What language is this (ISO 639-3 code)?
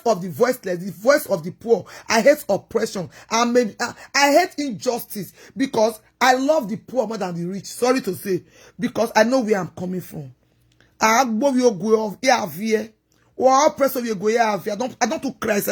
pcm